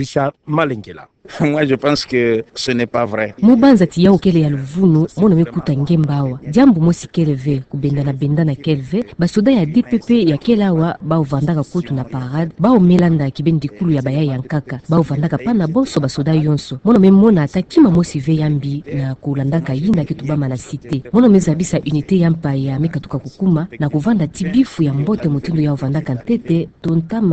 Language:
Kituba (Democratic Republic of Congo)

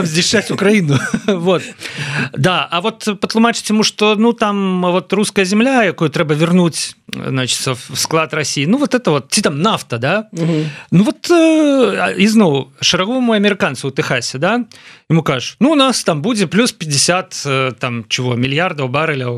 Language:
Belarusian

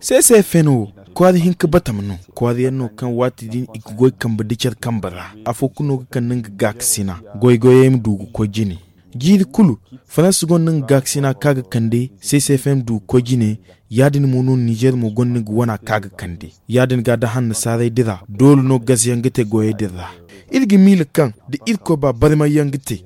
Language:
Zarma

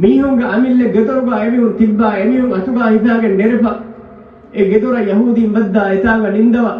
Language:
Divehi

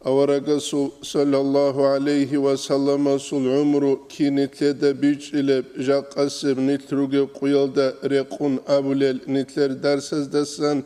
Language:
Avaric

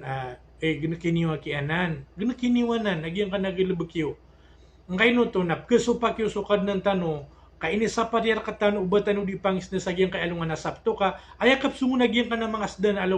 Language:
Maranao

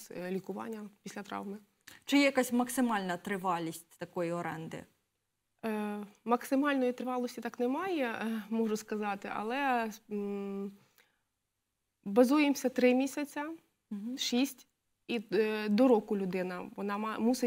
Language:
Ukrainian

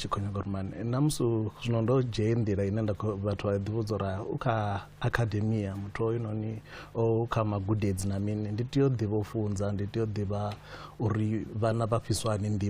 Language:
Venda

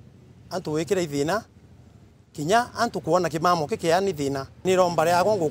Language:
Meru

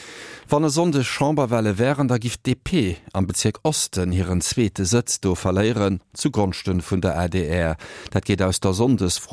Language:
Luxembourgish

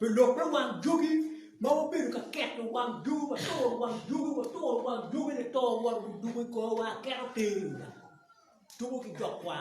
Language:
Acoli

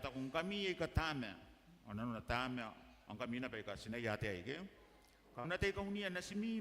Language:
Gilbertese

